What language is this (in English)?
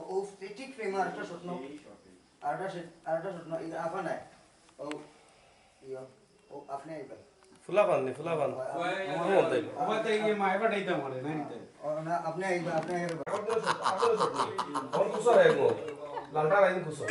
Sylheti